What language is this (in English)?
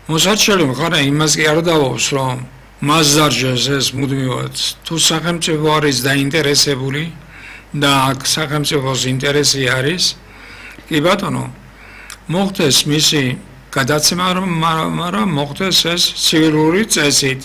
Georgian